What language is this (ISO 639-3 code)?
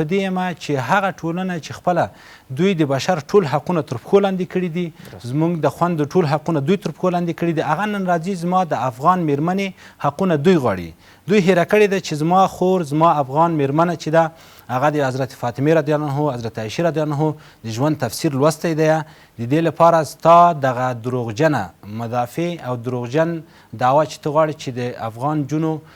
pus